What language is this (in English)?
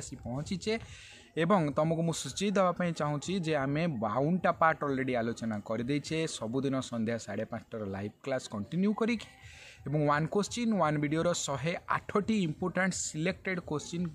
Odia